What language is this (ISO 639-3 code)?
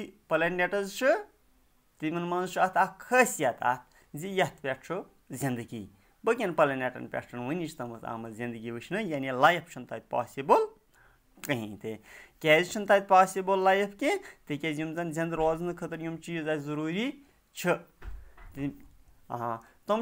kas